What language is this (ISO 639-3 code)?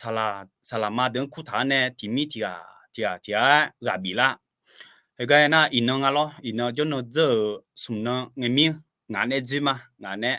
ahk